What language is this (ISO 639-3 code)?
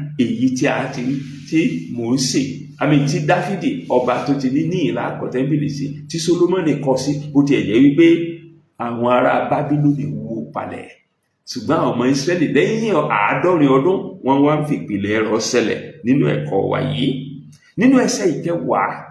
yor